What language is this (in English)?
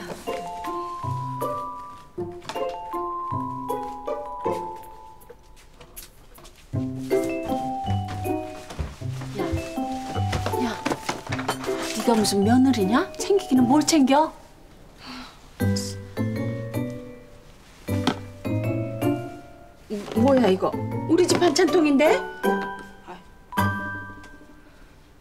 Korean